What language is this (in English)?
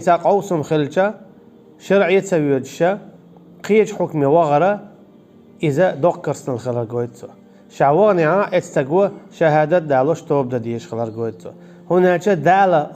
Chechen